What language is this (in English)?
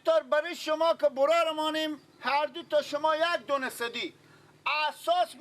Persian